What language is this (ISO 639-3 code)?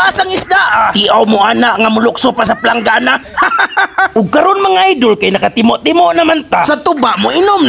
ceb